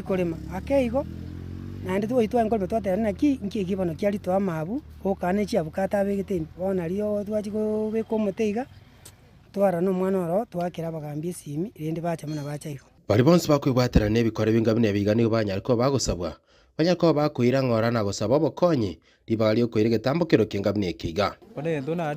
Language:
Gusii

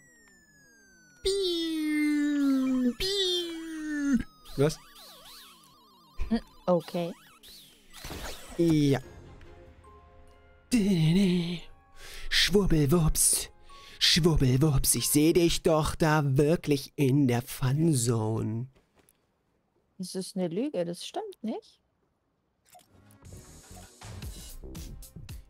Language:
German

